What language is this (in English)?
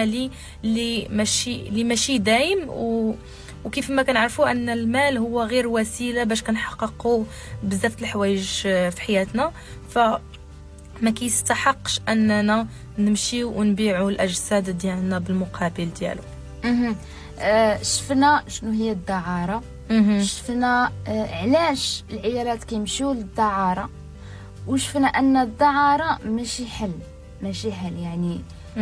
Moroccan Arabic